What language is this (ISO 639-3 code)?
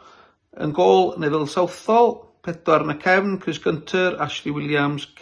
cym